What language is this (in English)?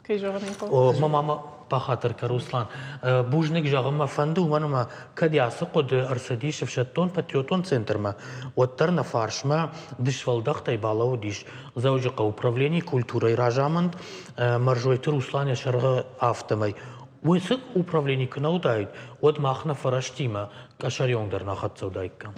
Ossetic